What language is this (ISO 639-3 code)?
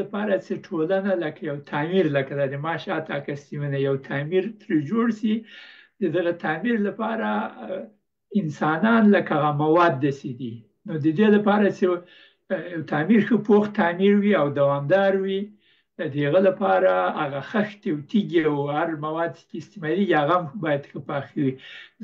pus